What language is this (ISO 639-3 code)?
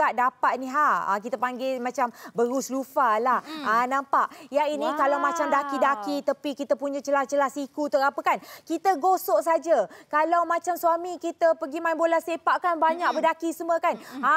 msa